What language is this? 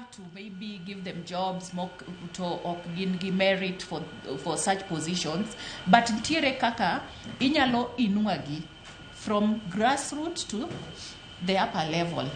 Luo (Kenya and Tanzania)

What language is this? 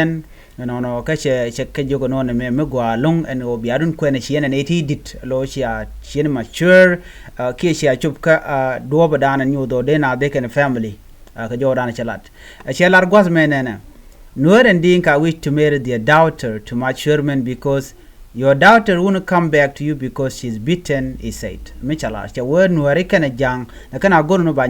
Nuer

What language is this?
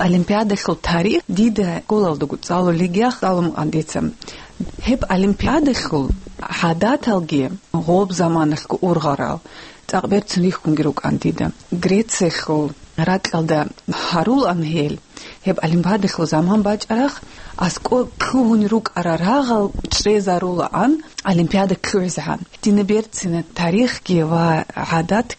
Avaric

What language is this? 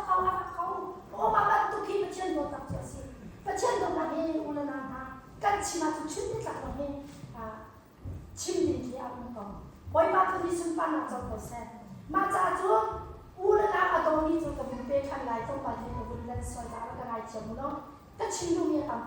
Hakha Chin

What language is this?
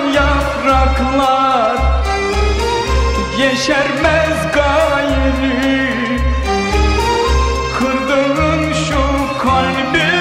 Turkish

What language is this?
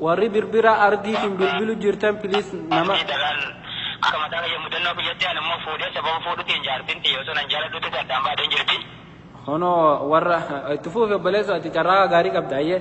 Oromo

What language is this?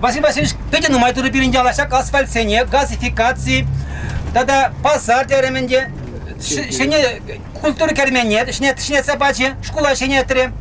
Chuvash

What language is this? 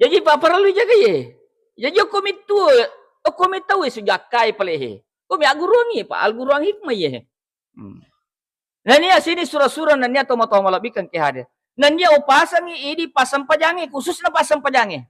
Buginese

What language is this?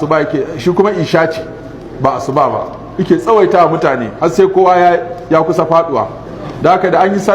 Hausa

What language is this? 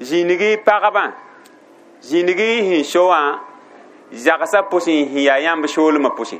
Mossi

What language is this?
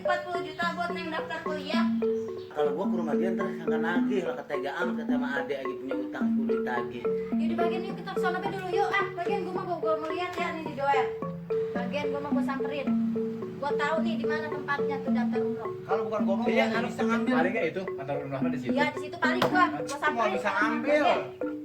Betawi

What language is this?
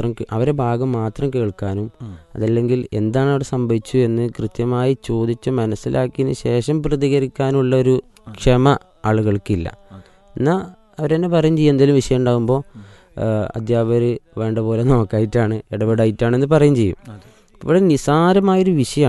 Malayalam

